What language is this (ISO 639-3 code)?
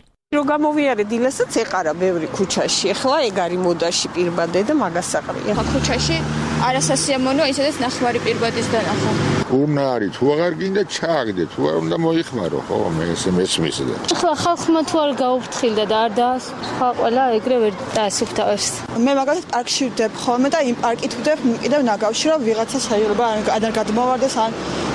kat